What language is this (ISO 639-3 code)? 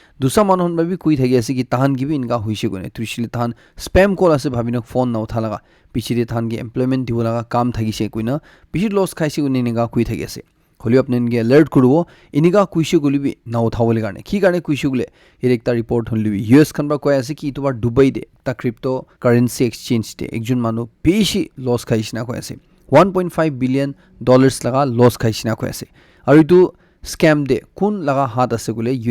nag